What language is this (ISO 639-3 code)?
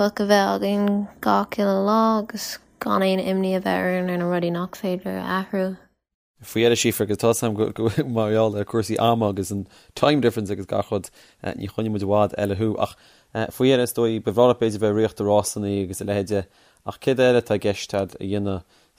gle